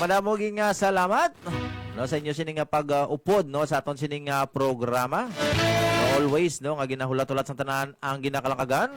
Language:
Hiligaynon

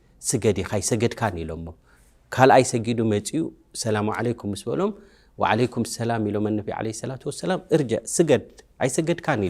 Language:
Tigrinya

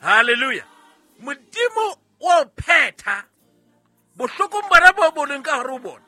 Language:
Southern Sotho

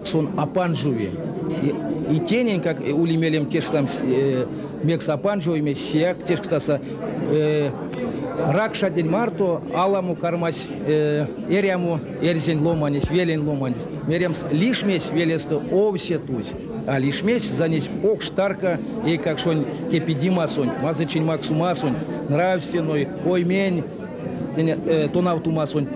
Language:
Erzya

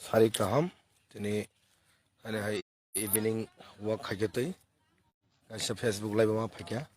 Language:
Kok Borok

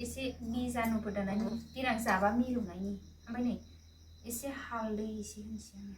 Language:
Bodo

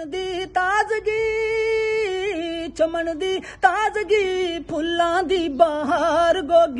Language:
Punjabi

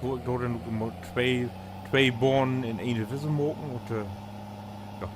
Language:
Low German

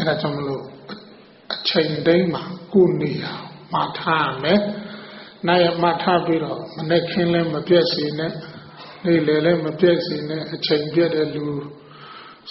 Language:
Burmese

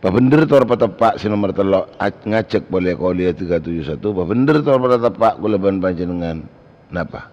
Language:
Madurese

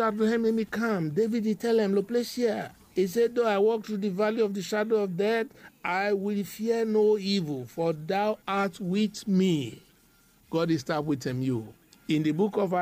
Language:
Bislama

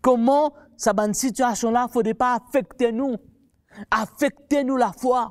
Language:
Morisyen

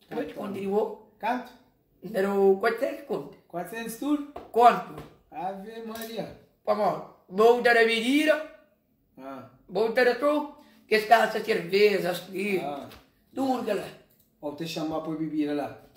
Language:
Kabuverdianu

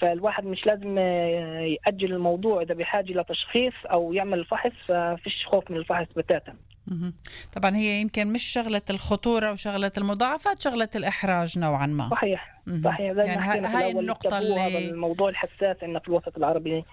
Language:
North Levantine Arabic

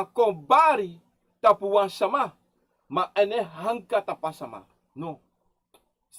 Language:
Sranan Tongo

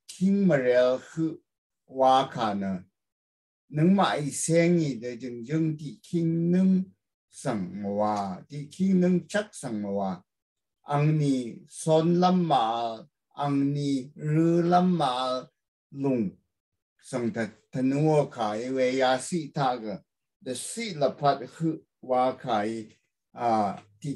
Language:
Rawang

